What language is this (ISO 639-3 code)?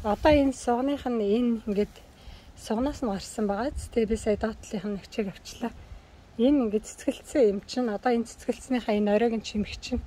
mon